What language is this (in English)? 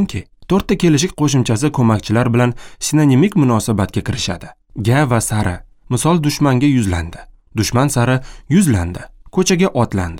Uzbek